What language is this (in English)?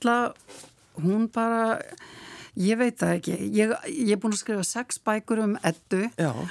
Icelandic